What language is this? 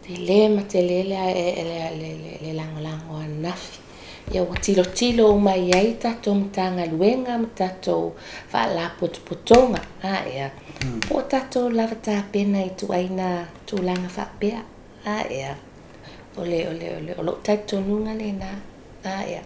Samoan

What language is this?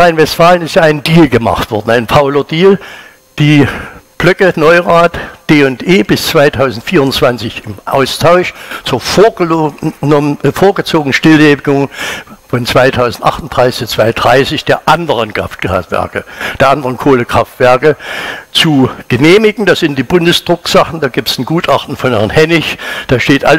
German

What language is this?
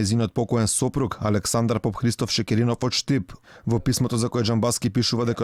Macedonian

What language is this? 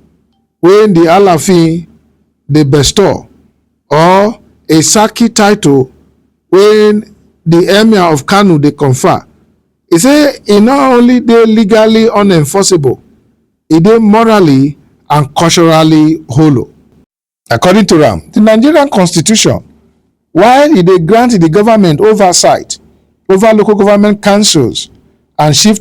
Nigerian Pidgin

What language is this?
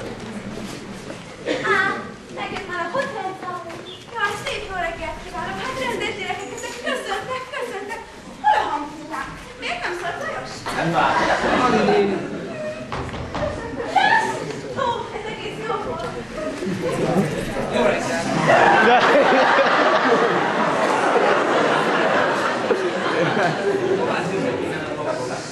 Hungarian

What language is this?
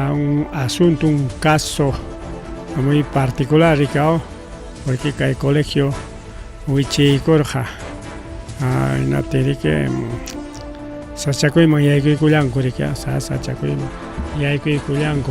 Ayacucho Quechua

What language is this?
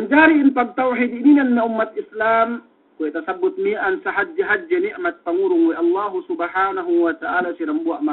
Yakan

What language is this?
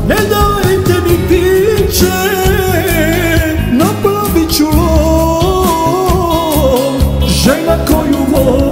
Serbian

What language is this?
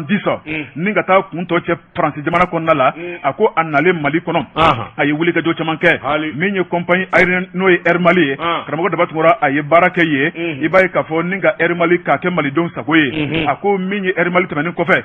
Bambara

